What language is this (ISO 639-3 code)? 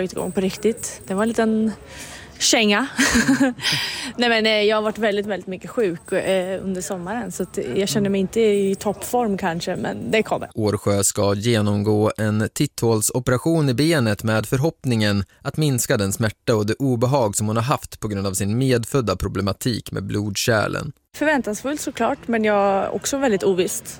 swe